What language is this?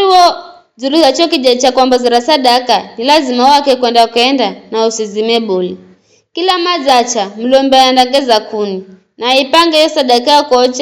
Giryama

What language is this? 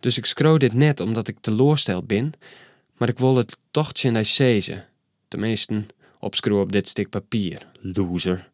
Western Frisian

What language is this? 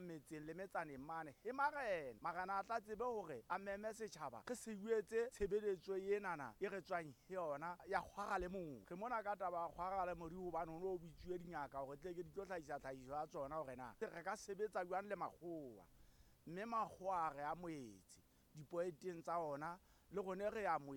Southern Sotho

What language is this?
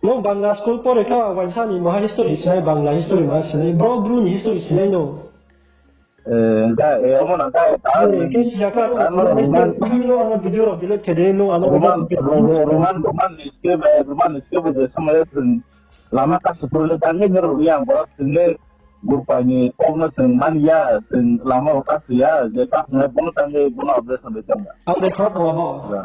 Riang (India)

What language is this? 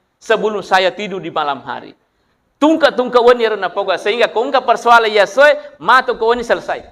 Buginese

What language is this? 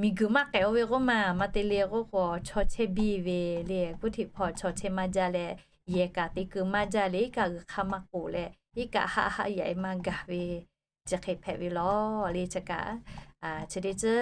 Lahu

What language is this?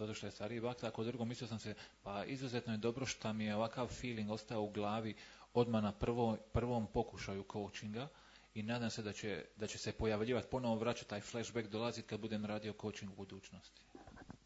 Serbian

